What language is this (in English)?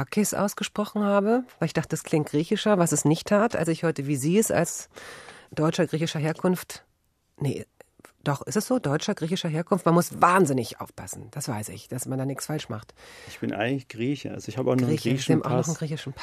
German